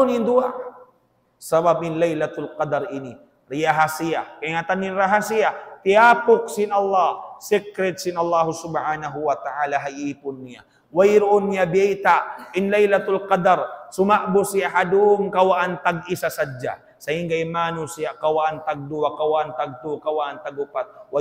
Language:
Tausug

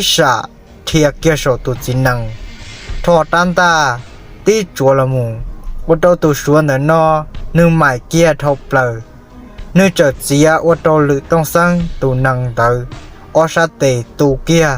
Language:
Hmong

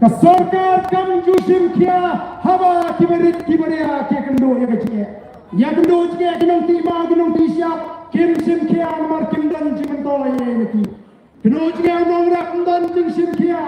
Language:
Khasi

